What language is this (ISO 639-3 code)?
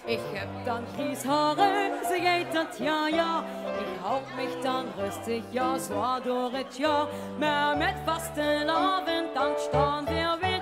lim